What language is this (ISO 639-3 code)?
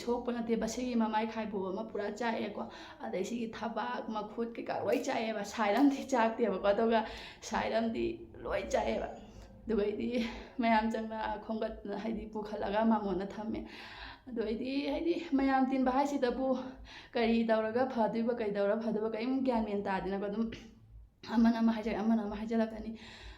mni